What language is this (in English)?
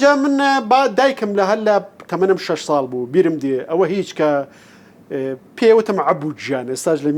Central Kurdish